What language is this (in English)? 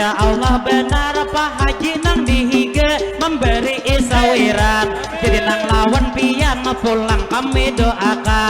Banjar